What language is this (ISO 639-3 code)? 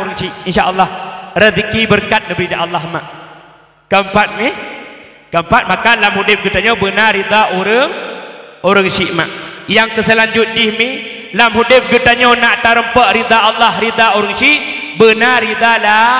ace